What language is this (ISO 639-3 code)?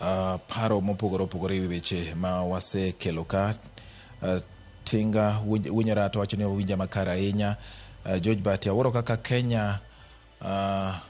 luo